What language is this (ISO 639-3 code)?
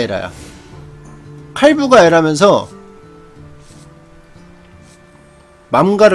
kor